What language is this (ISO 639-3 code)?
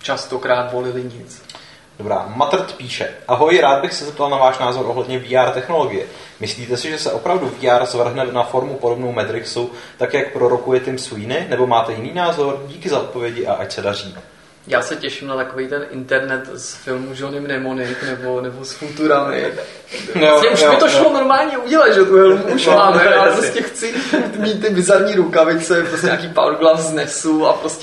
ces